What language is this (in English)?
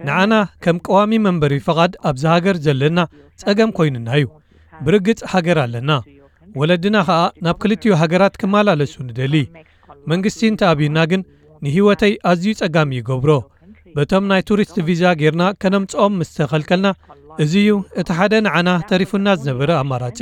Tigrinya